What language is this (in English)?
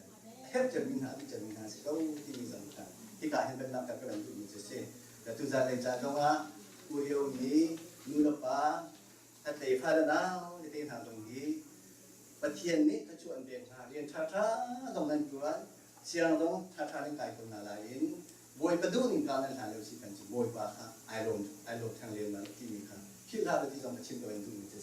Hakha Chin